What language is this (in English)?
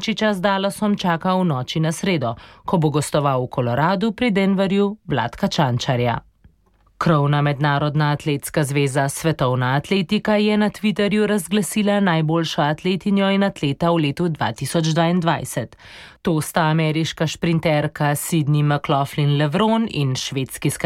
Slovenian